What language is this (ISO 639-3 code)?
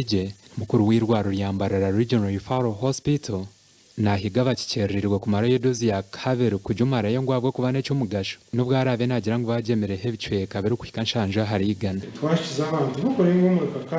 nyn